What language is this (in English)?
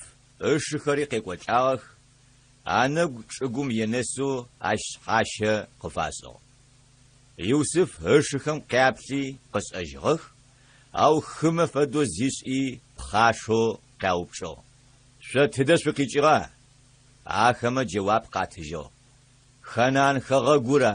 Adyghe